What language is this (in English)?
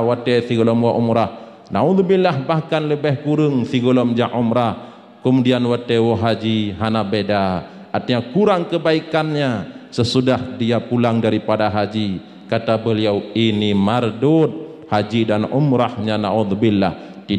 Achinese